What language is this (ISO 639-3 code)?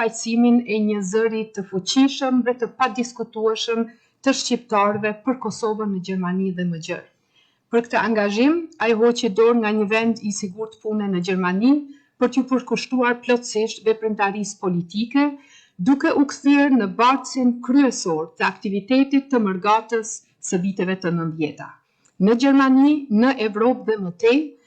sqi